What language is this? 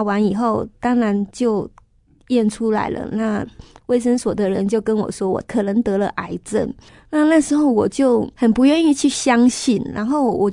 Chinese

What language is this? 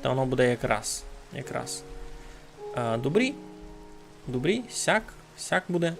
Rusyn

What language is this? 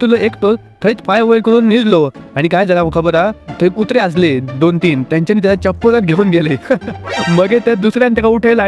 Konkani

